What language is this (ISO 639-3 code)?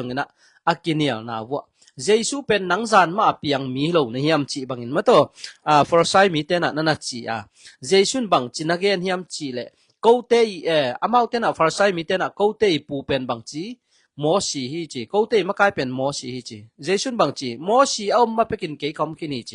ctd